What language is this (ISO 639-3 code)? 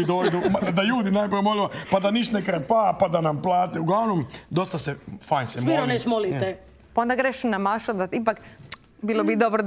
hrv